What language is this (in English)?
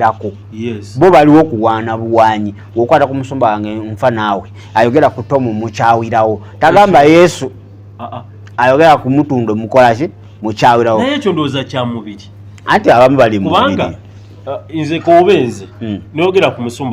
Ganda